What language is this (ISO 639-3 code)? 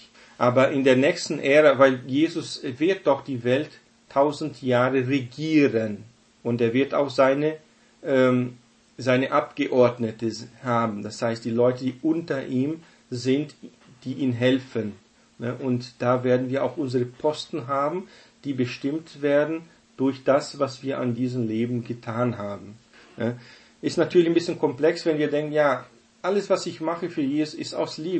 deu